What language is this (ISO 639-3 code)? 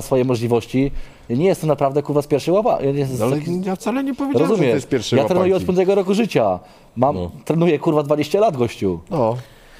pol